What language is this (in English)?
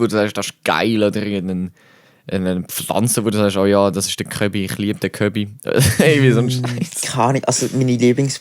Swiss German